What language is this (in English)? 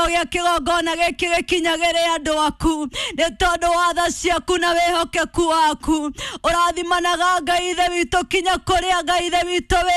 Kikuyu